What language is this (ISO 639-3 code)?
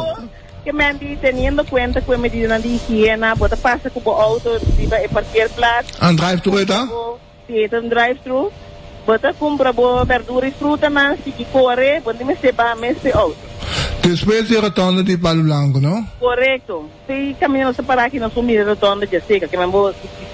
pap